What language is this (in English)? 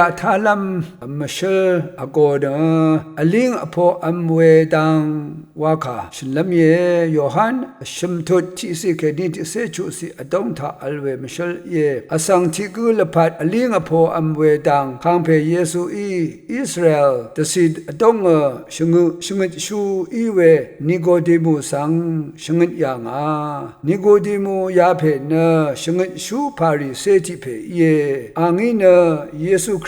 Rawang